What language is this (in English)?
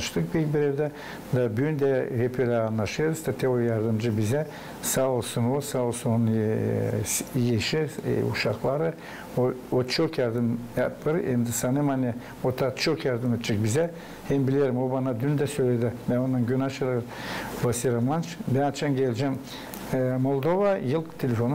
Gagauz